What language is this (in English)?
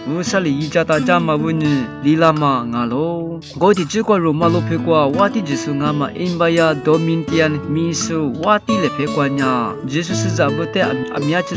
Lisu